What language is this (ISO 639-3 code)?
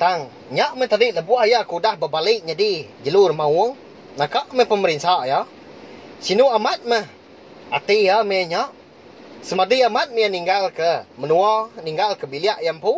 iba